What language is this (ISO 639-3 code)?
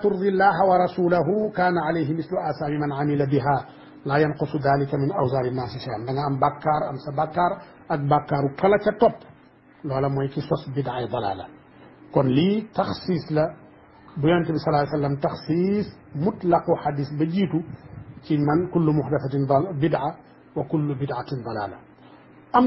wol